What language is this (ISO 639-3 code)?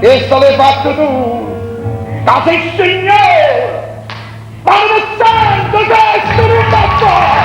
nap